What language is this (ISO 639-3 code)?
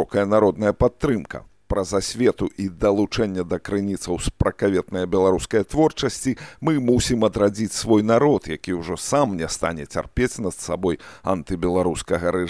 bel